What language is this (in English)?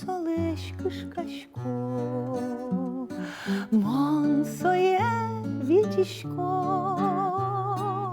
Udmurt